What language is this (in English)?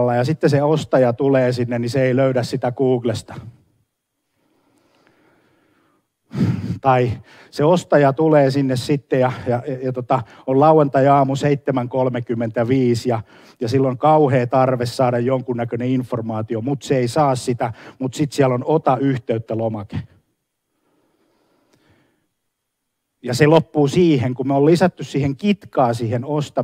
Finnish